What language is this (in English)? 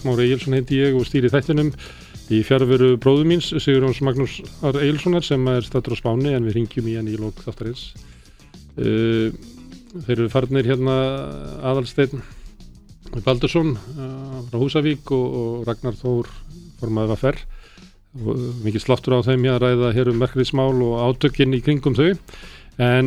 Icelandic